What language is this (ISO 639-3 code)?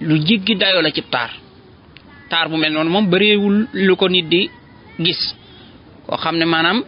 wol